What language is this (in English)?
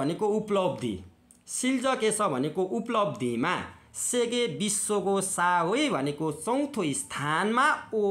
Nepali